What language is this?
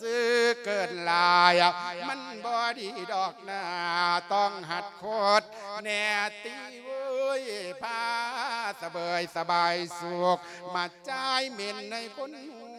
Lao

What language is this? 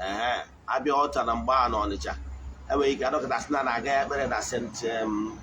Igbo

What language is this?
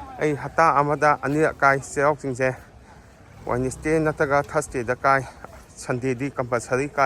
Manipuri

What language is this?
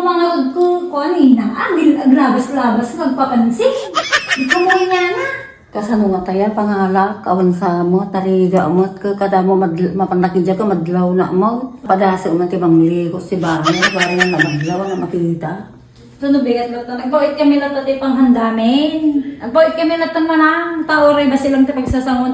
Iloko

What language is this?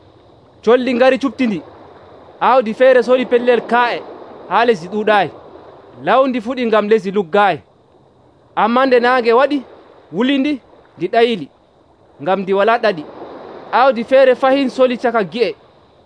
Nigerian Fulfulde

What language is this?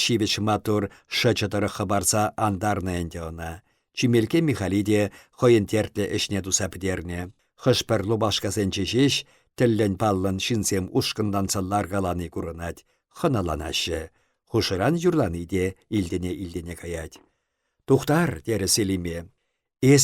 Chuvash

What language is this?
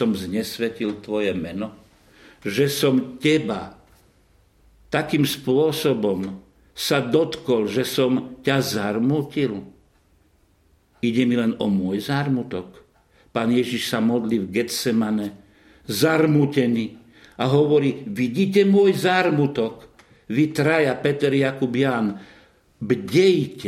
Slovak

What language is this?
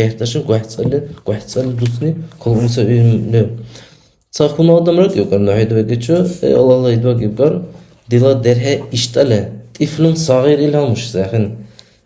Dargwa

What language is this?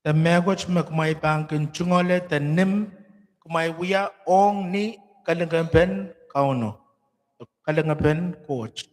Pohnpeian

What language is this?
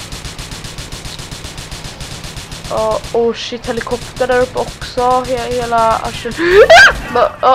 Swedish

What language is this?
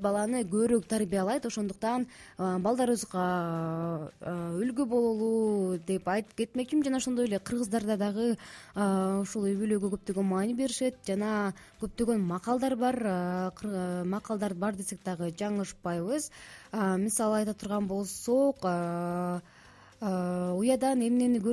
Kyrgyz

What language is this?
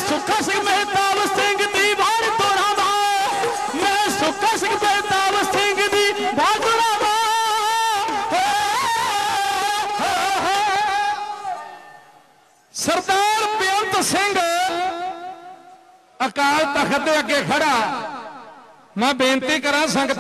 Punjabi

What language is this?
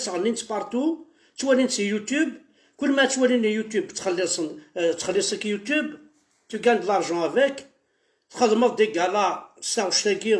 Kabyle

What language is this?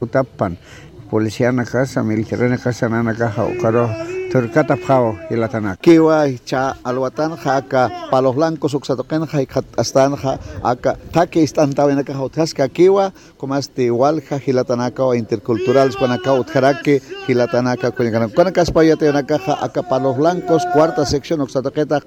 Aymara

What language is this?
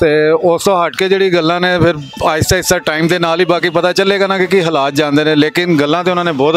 Western Panjabi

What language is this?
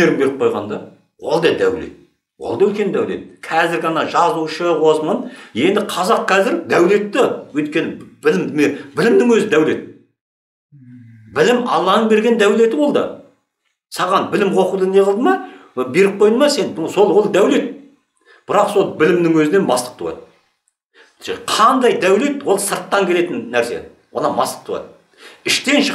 Kazakh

